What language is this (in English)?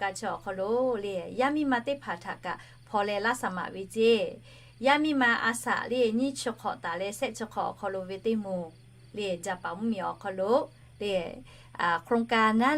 Lahu